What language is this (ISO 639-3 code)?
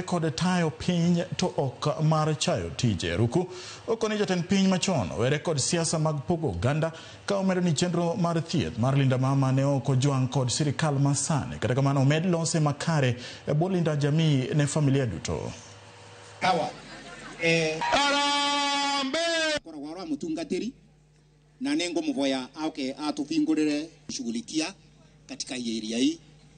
luo